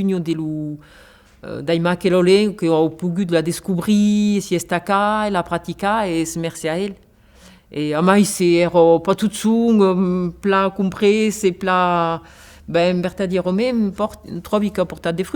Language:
Occitan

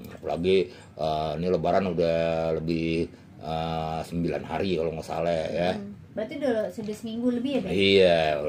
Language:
Betawi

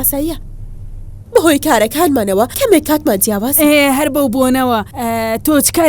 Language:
Central Kurdish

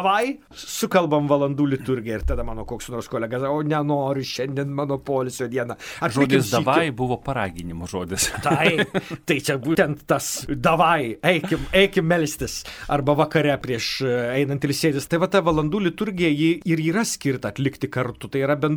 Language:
Lithuanian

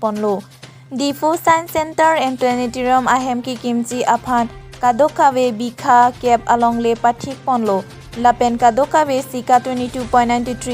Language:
Karbi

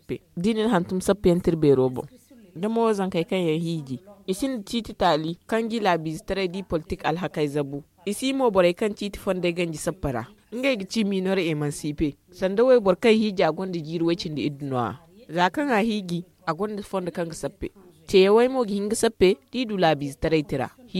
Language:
Zarma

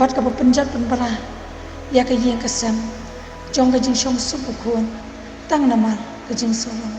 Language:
Khasi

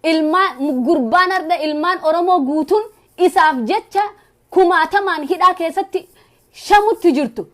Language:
Oromo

